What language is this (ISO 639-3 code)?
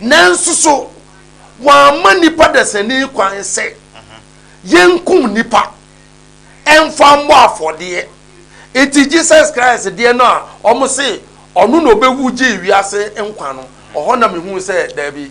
aka